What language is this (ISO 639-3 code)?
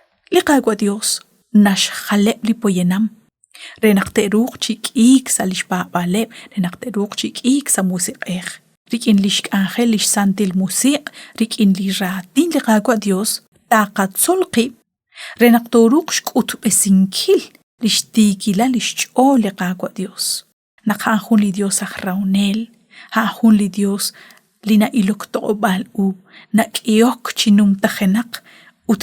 kek